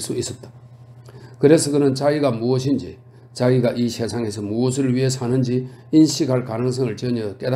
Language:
Korean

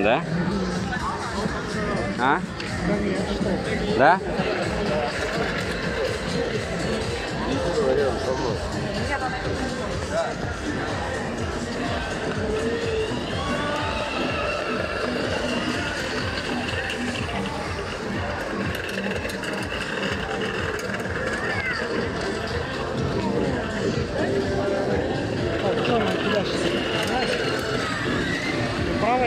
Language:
Russian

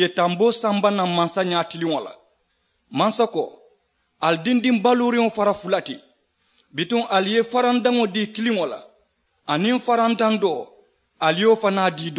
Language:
Mandingo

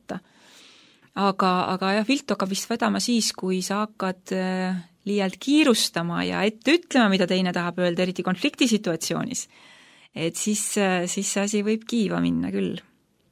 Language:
Estonian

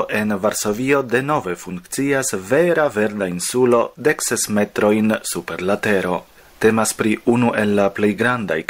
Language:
Esperanto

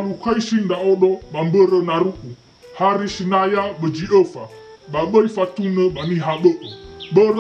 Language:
Nias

